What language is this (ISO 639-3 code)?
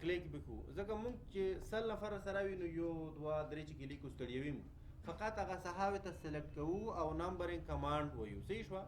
pus